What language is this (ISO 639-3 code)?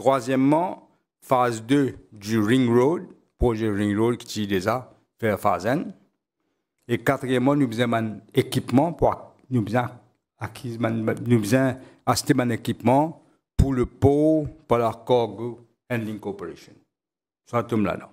mfe